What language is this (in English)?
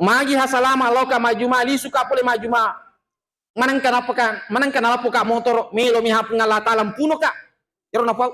Buginese